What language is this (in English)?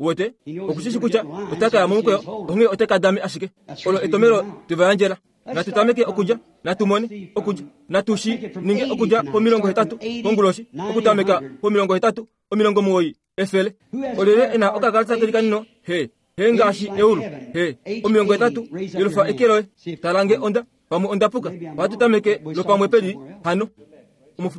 Kuanyama